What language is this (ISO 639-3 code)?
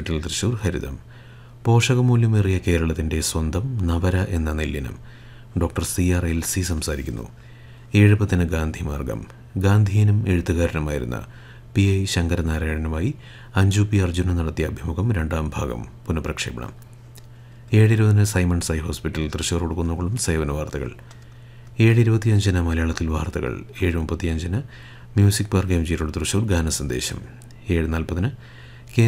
mal